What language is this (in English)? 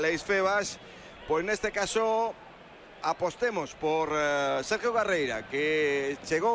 Galician